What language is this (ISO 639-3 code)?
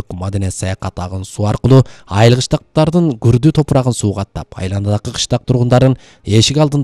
kir